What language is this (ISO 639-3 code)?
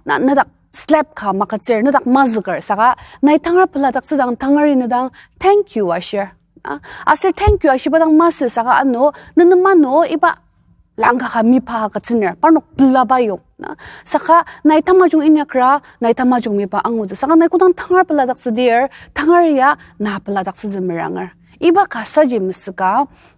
njo